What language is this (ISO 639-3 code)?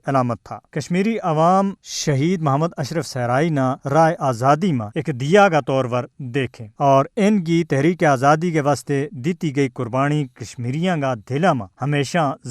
gju